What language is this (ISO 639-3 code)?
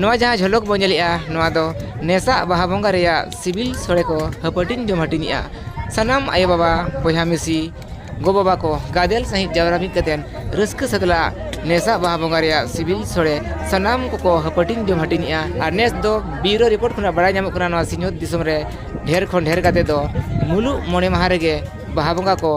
sat